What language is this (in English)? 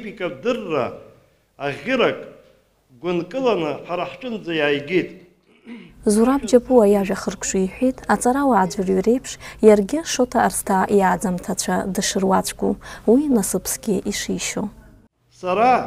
Abkhazian